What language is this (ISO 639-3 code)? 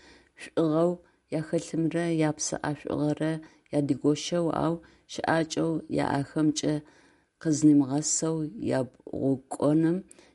ady